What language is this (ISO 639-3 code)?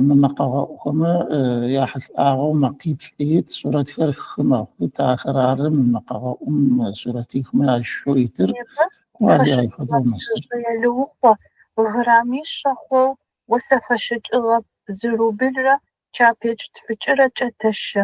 ady